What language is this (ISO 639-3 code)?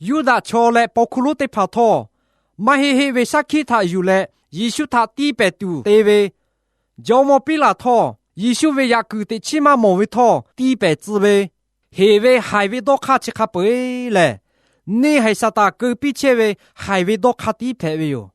lhu